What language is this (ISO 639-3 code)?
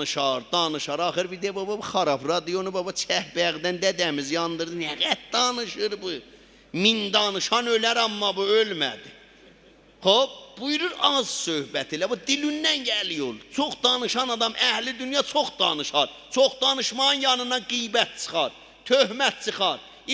azb